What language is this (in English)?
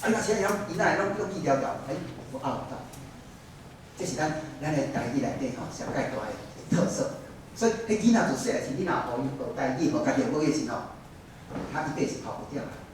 Min Nan Chinese